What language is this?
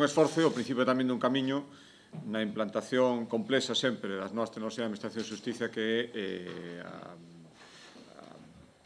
Galician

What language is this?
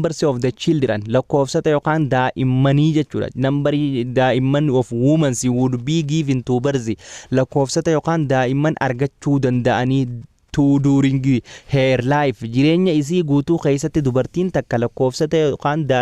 Oromo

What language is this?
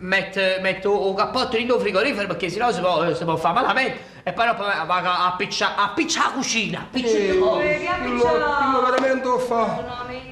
Neapolitan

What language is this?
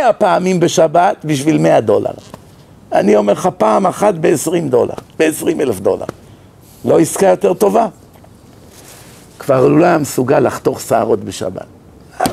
Hebrew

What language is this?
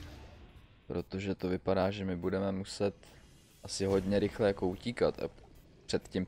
Czech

